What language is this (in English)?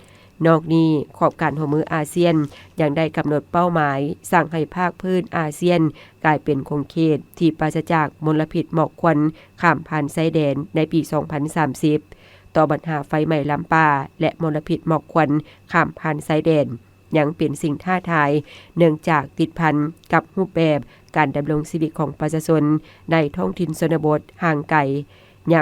Lao